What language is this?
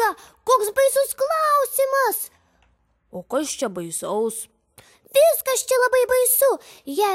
Lithuanian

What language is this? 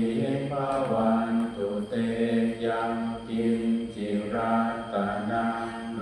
Pali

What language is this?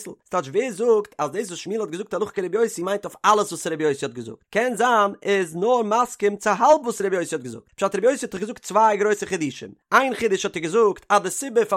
Yiddish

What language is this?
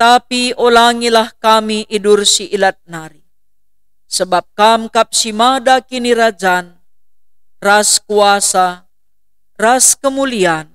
Batak Karo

